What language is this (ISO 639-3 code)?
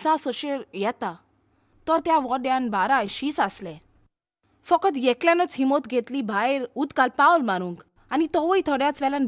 kok